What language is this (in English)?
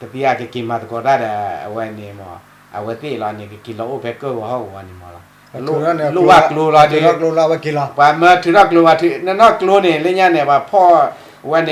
S'gaw Karen